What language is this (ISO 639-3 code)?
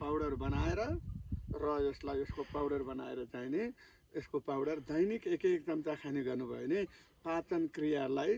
nep